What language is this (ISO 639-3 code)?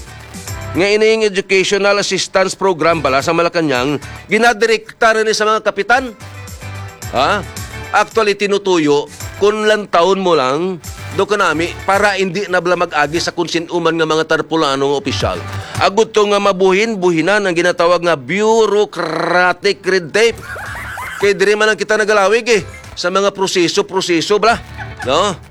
hil